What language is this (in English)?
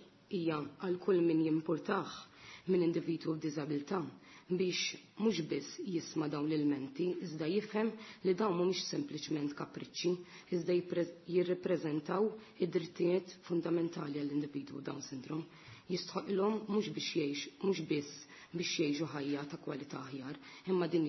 Maltese